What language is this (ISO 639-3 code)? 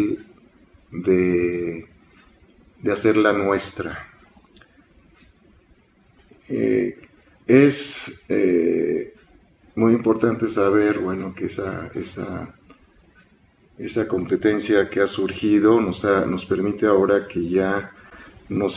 spa